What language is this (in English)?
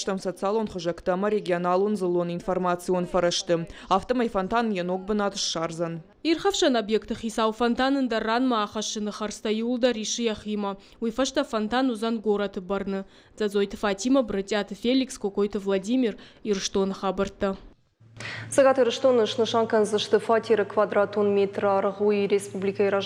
Ossetic